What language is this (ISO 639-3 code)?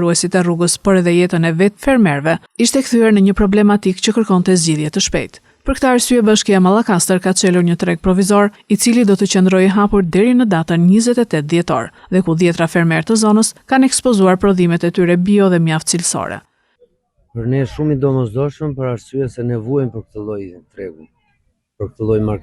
sqi